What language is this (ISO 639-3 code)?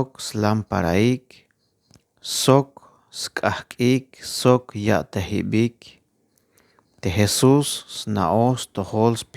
tzh